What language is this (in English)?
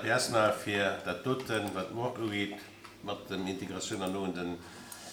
Luxembourgish